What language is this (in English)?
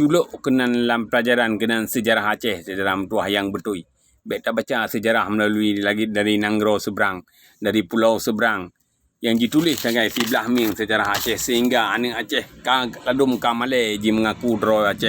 Achinese